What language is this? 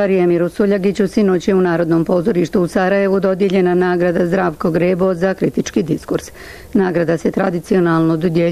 Bosnian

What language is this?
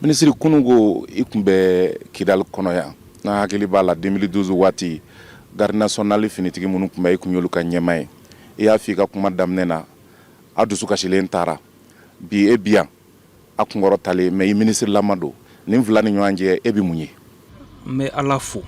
Bambara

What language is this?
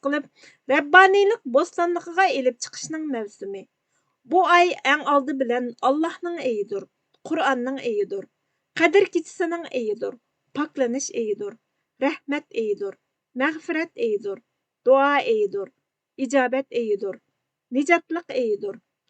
Uyghur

